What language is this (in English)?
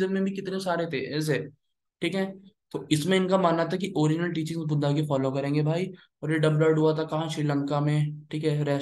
Hindi